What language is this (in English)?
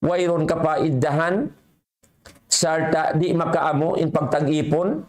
Tausug